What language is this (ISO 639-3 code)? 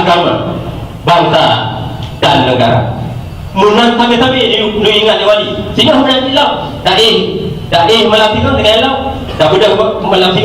ace